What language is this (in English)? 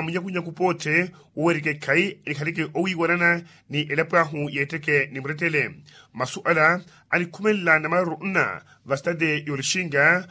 Makhuwa